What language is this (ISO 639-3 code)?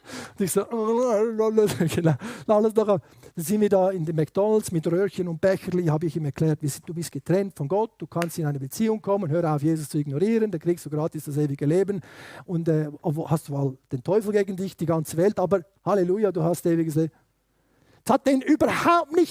gsw